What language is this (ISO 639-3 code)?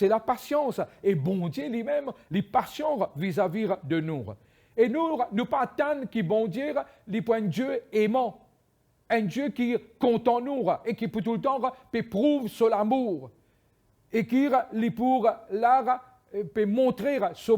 mfe